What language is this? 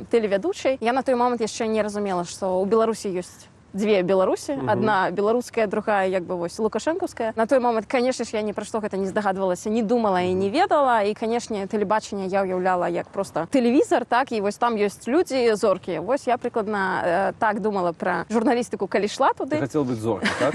Belarusian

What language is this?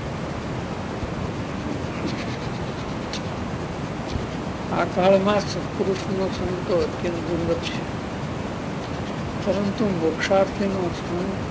Gujarati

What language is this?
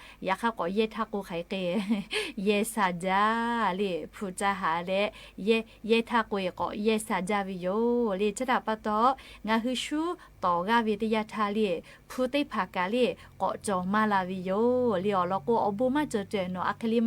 Lahu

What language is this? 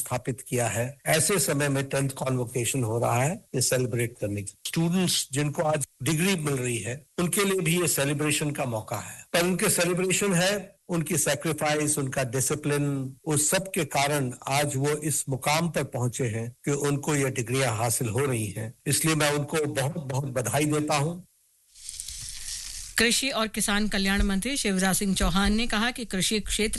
Hindi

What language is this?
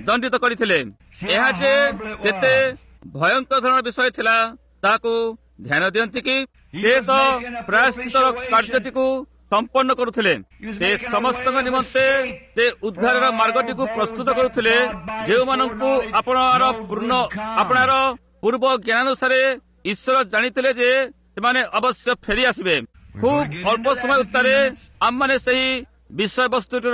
Odia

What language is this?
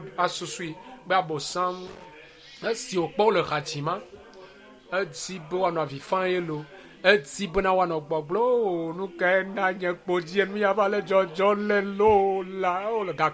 Ewe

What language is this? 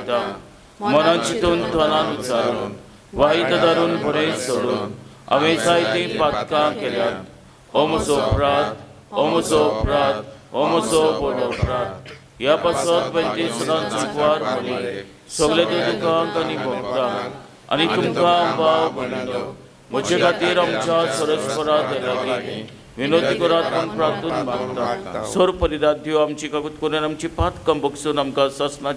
Konkani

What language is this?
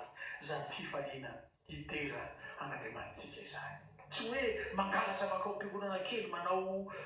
Malagasy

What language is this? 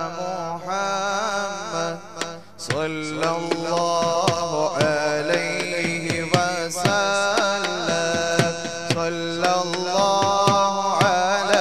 Malayalam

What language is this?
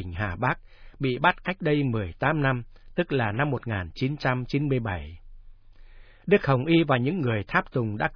Vietnamese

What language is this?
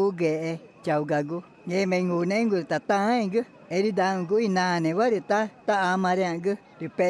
Ticuna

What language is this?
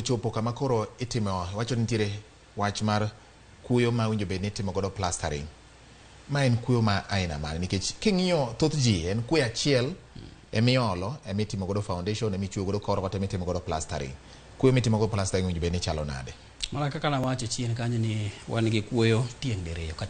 Luo (Kenya and Tanzania)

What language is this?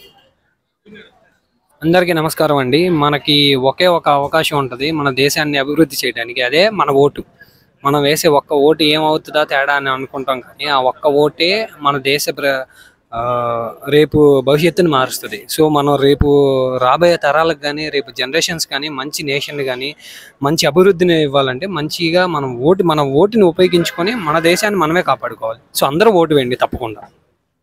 Telugu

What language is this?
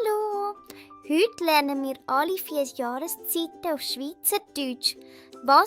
Swiss German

